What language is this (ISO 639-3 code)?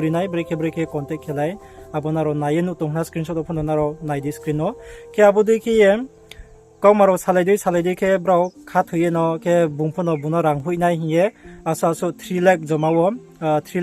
ria